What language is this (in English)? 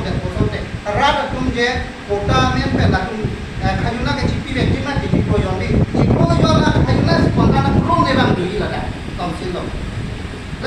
Karbi